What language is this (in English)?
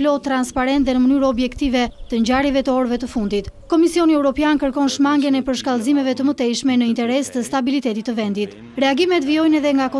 Albanian